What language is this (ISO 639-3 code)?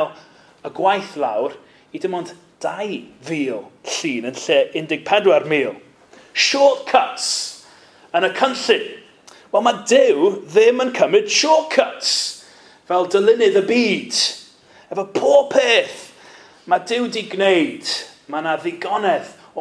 cym